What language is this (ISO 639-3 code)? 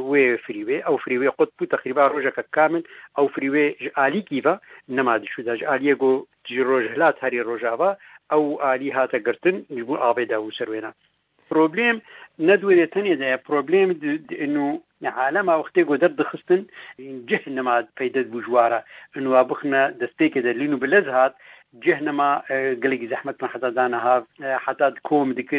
kur